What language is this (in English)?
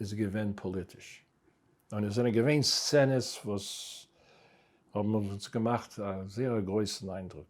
Yiddish